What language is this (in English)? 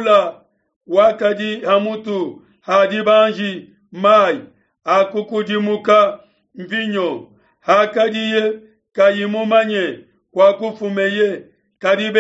Luba-Lulua